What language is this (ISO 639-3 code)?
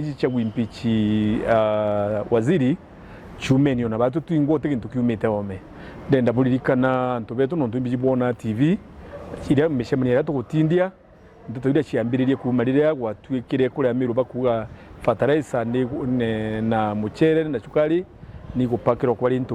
mer